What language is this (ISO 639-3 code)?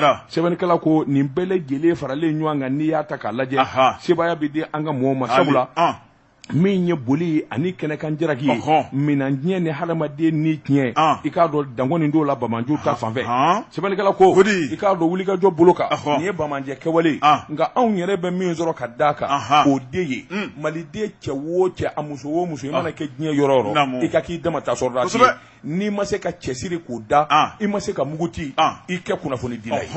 bam